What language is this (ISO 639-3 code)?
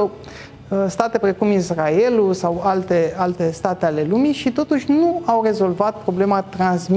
ron